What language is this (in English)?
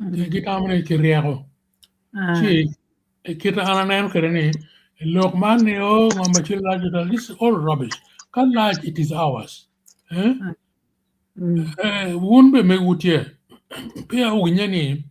Acoli